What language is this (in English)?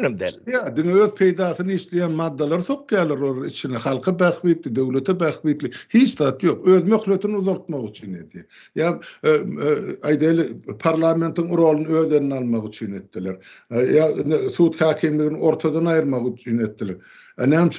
Turkmen